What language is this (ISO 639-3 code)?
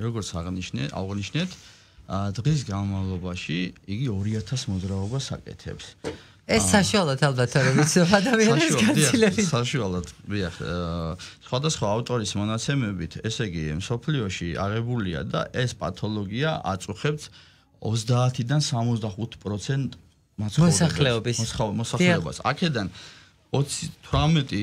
kat